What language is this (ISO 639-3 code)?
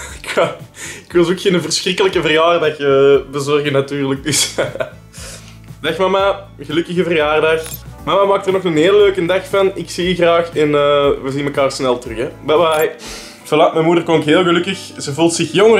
nld